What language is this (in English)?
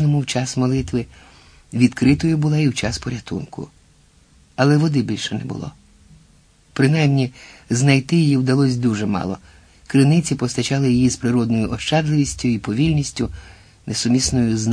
Ukrainian